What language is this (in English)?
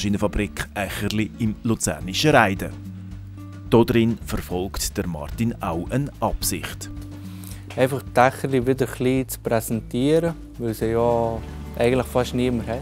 Swiss German